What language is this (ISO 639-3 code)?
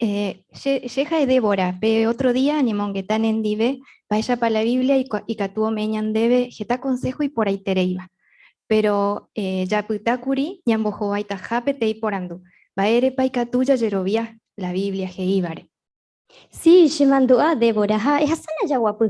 grn